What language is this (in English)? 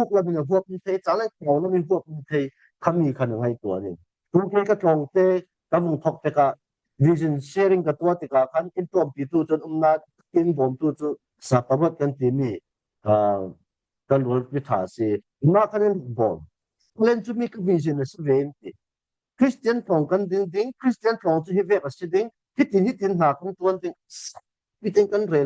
Falam Chin